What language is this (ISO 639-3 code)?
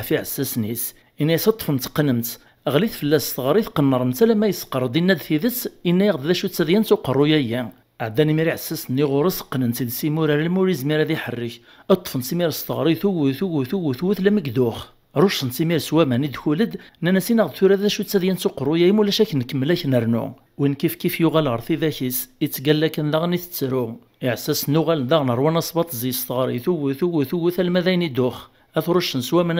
kab